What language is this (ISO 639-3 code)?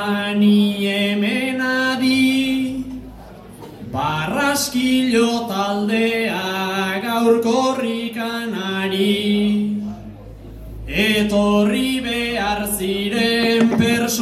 eus